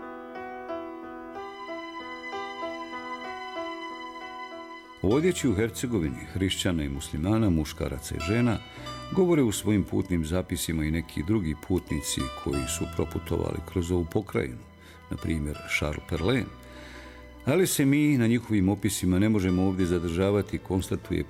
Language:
Bosnian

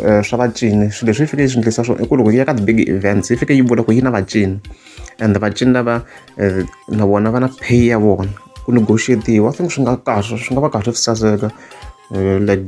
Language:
Tsonga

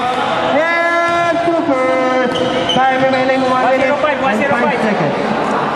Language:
Filipino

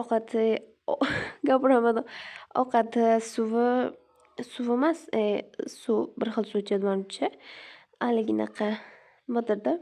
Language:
Uzbek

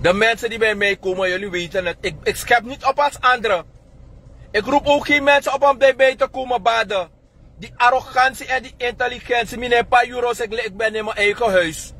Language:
Sranan Tongo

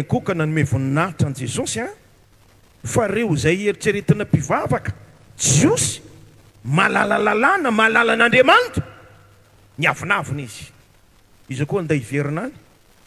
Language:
Malagasy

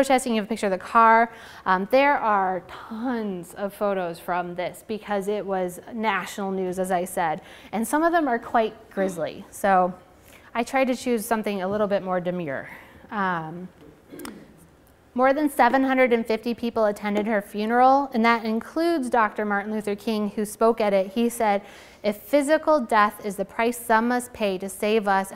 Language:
English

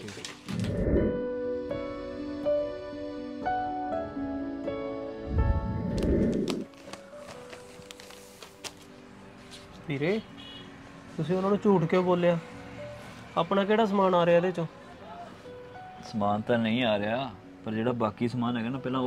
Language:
Punjabi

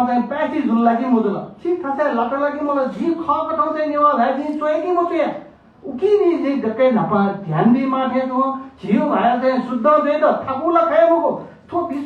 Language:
Newari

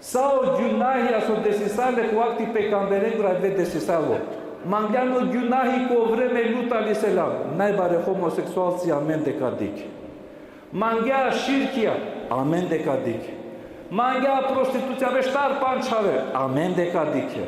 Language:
Balkan Romani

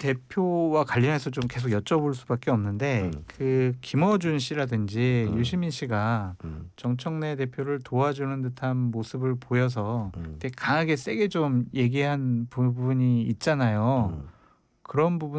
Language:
Korean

